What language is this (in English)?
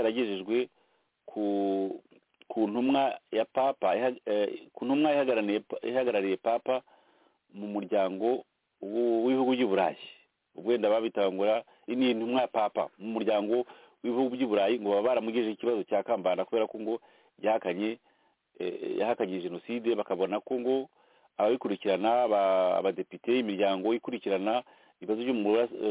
Kinyarwanda